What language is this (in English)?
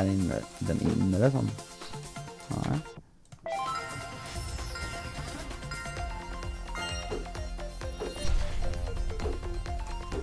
Swedish